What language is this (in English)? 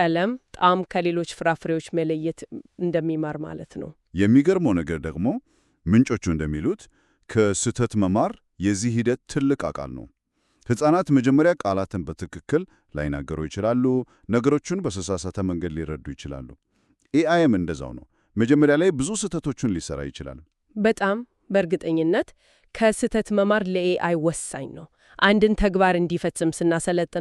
Amharic